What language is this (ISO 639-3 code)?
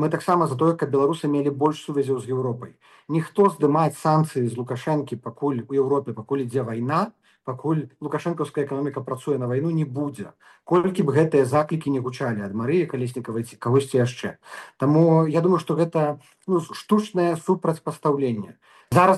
bel